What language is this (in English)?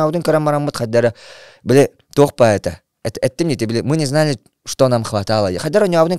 Yakut